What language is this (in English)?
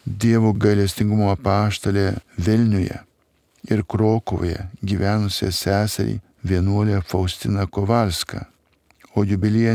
Lithuanian